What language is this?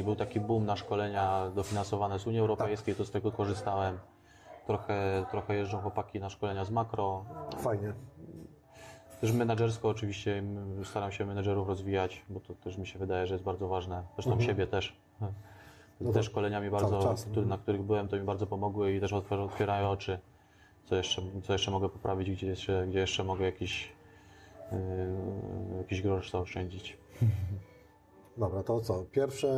Polish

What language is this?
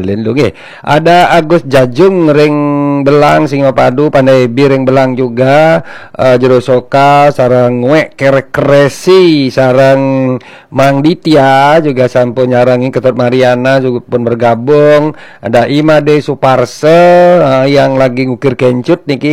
Balinese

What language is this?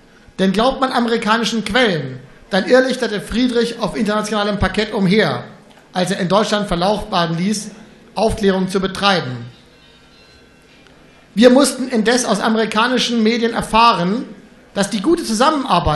German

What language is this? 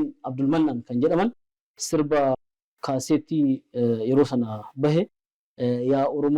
Oromo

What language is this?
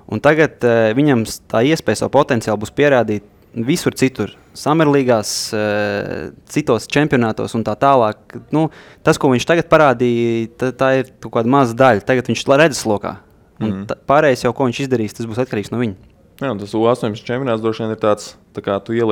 Latvian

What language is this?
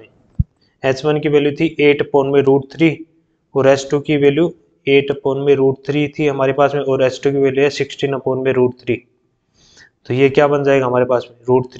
Hindi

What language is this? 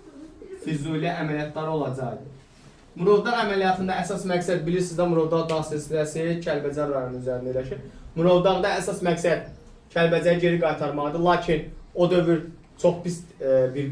Azerbaijani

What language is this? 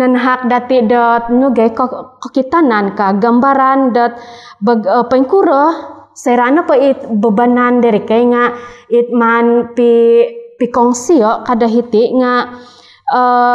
Central Dusun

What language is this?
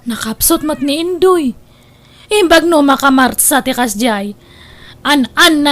Iloko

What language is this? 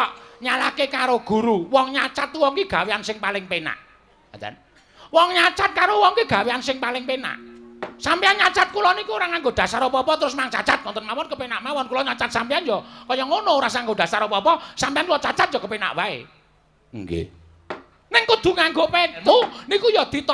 Javanese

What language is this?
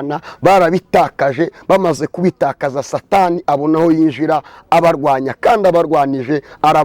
Kinyarwanda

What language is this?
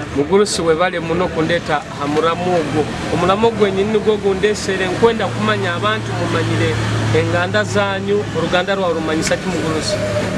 Nyoro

